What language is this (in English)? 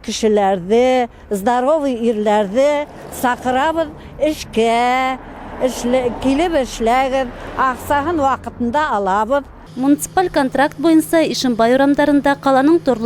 Bashkir